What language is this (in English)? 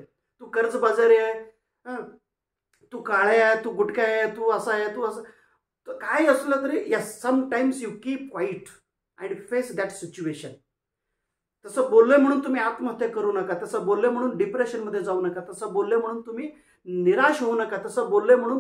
Marathi